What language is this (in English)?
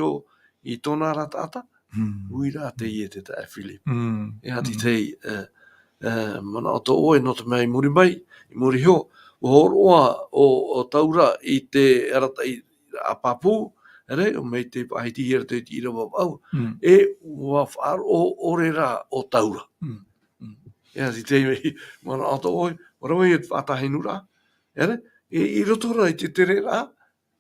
Tahitian